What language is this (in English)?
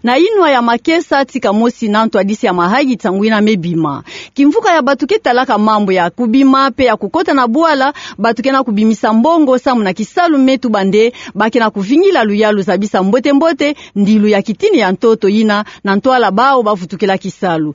Kituba (Democratic Republic of Congo)